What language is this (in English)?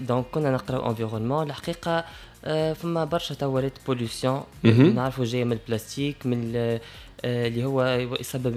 Tunisian Arabic